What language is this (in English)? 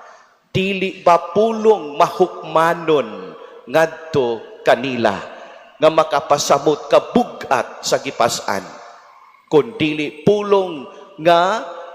Cebuano